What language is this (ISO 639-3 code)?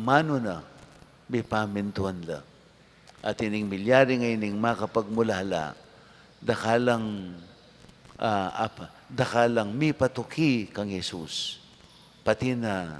pam